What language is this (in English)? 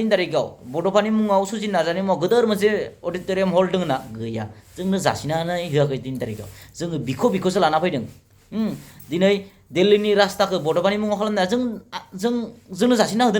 Bodo